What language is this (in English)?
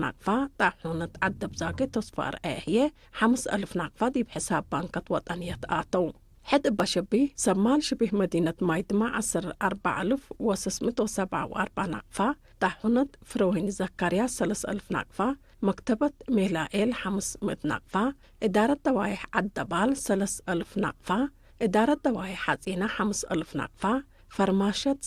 Tigre